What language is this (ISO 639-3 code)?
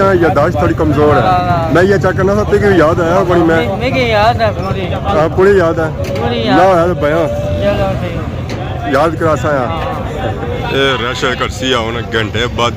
phr